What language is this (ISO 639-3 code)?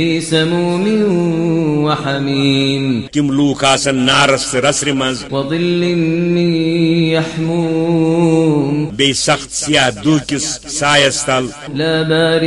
kas